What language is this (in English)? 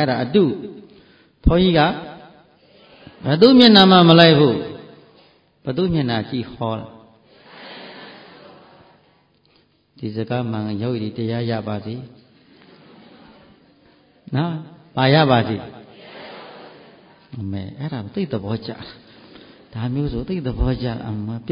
Burmese